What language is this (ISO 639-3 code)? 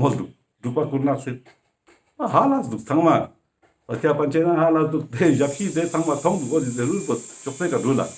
lbj